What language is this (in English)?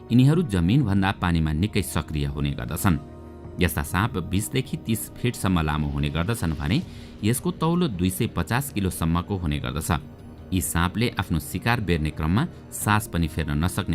Nepali